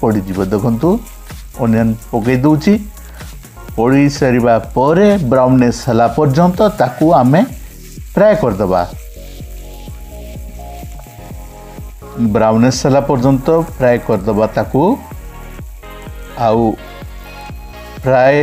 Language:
Odia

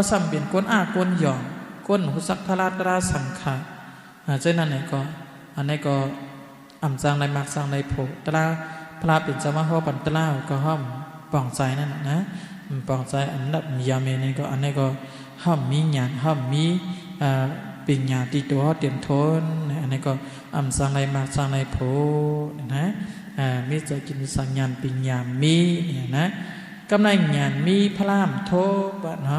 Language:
Shan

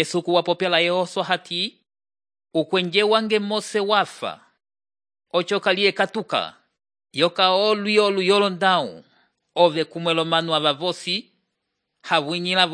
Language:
Umbundu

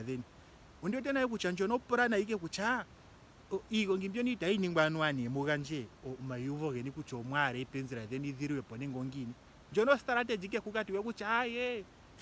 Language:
Ndonga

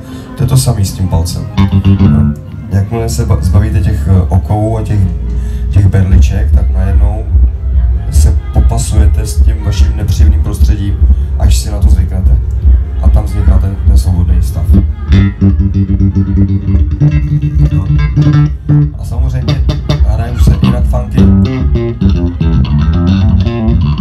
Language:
Czech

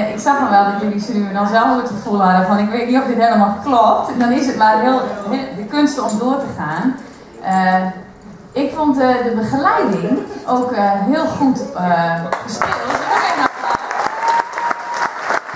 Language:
Dutch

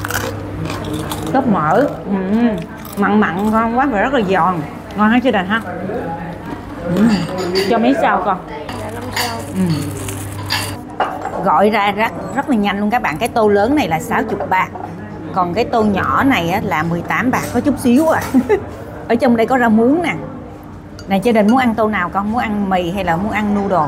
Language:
Vietnamese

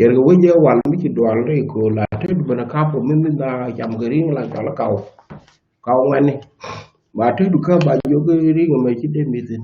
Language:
Nuer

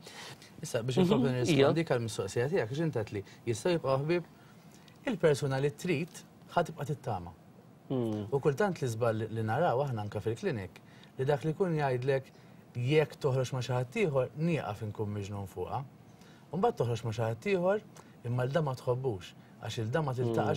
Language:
Maltese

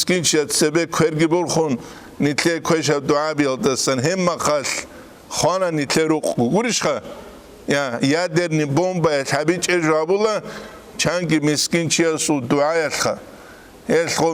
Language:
Avaric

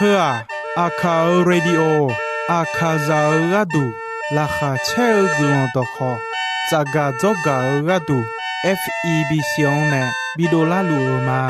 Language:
Akha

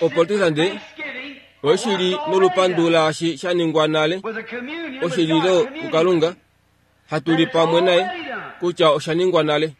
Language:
Kuanyama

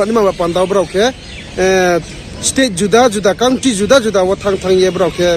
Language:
Riang (India)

